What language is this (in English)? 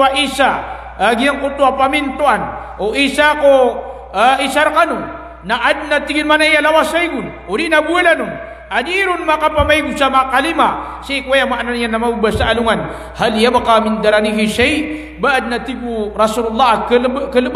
Maranao